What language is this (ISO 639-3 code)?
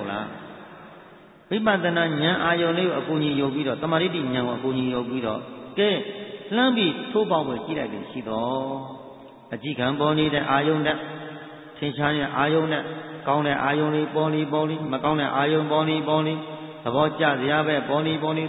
mya